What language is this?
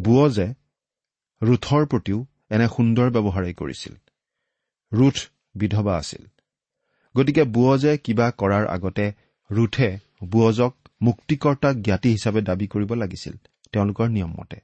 Assamese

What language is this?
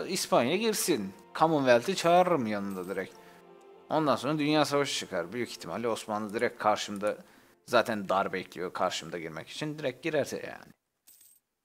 Turkish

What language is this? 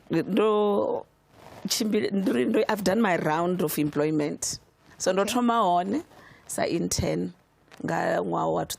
Venda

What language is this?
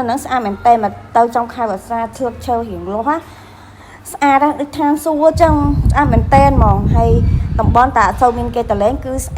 Khmer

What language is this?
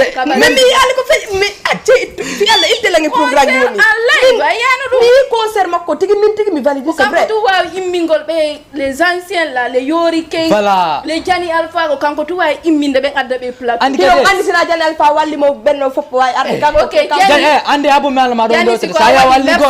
Fula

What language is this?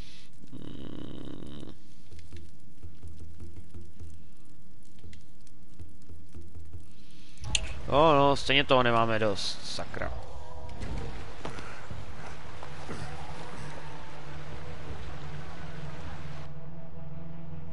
Czech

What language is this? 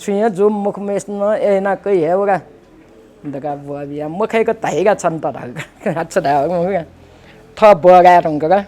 Newari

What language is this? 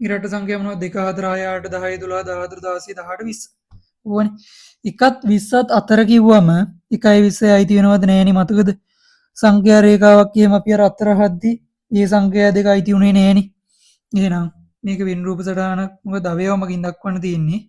Sinhala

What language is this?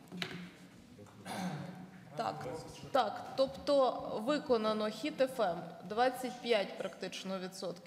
Ukrainian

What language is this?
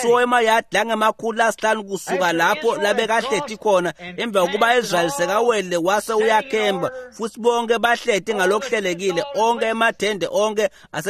Swati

